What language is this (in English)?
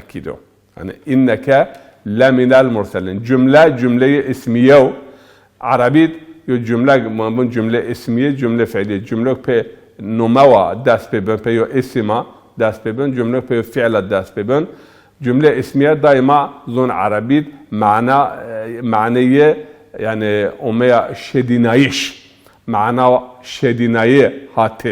Zaza